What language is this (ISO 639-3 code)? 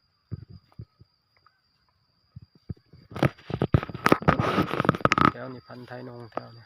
lao